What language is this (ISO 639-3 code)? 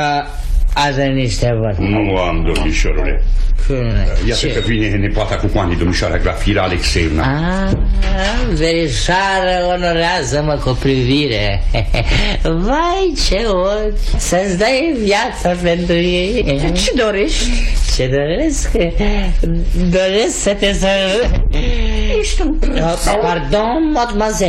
ron